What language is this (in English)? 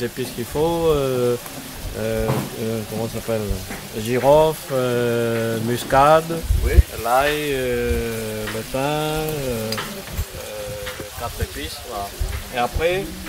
Réunion Creole French